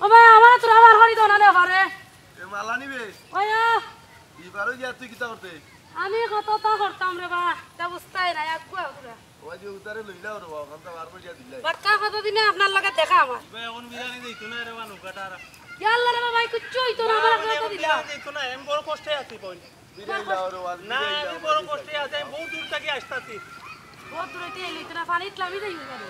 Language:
Sylheti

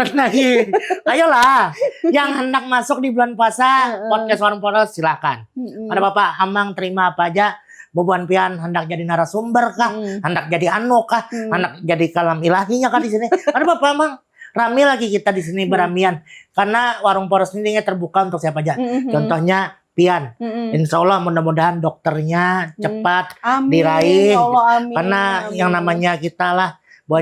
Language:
Banjar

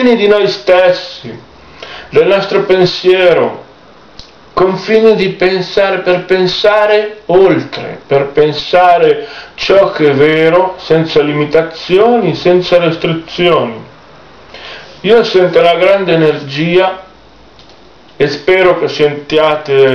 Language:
Italian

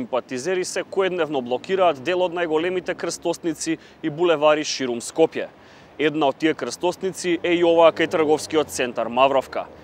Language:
Macedonian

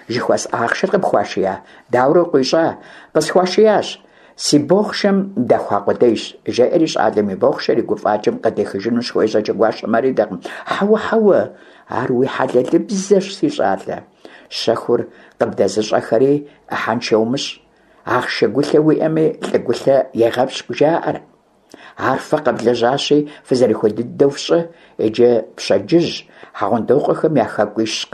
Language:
Kabardian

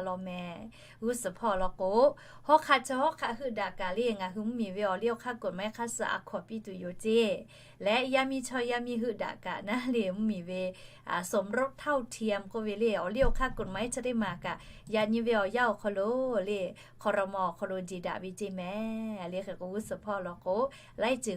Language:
Lahu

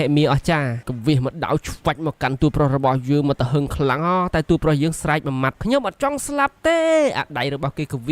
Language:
Khmer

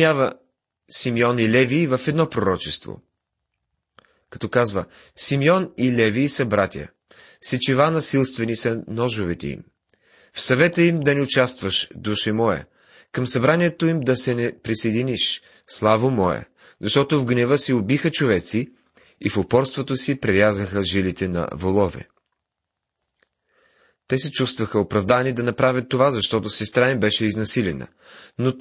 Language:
Bulgarian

